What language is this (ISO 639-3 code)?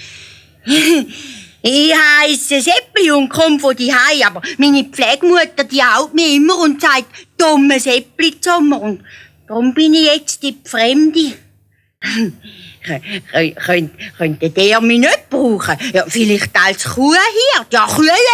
gsw